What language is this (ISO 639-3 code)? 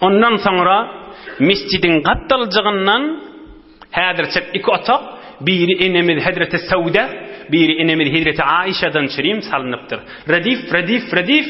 tuk